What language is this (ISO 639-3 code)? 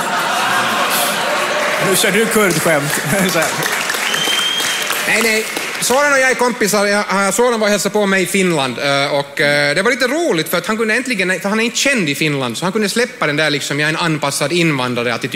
swe